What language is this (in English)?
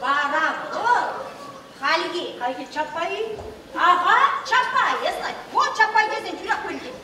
Chuvash